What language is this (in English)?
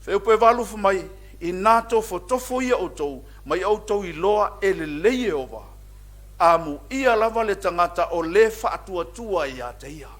Samoan